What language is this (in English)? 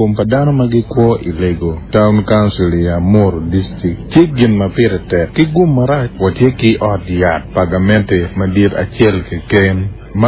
Acoli